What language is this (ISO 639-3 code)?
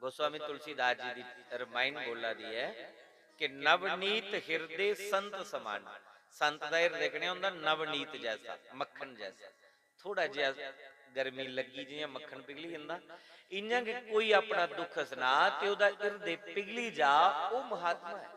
doi